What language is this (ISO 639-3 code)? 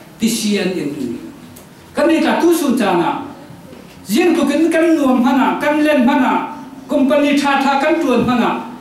cfm